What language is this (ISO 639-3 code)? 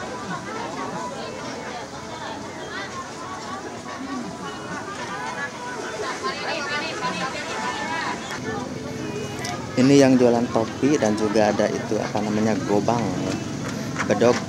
ind